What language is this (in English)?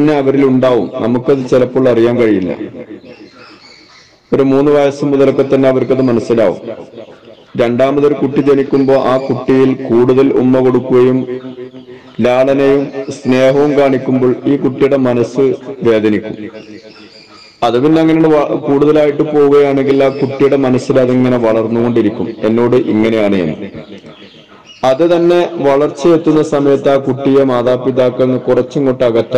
Malayalam